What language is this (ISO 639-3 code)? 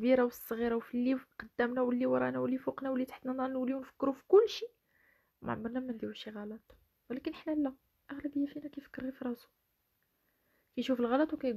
ary